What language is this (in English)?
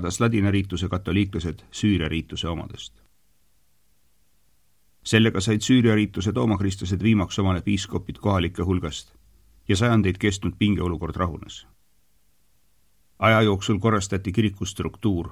Estonian